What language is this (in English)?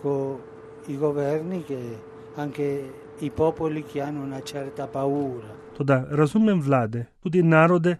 Slovenian